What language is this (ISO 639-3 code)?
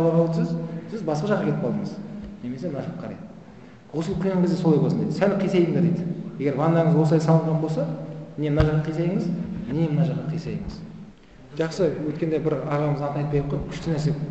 kaz